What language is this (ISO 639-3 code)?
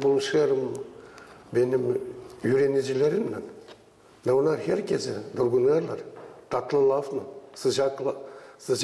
gag